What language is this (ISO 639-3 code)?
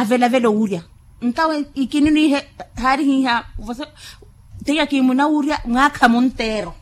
vmw